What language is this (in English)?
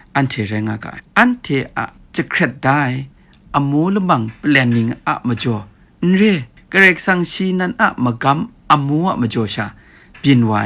Kachin